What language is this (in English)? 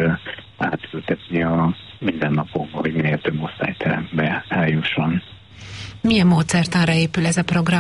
Hungarian